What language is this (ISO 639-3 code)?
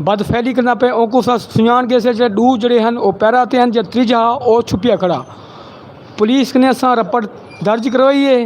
skr